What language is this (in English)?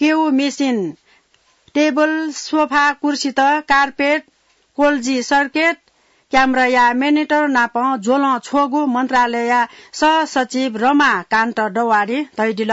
Newari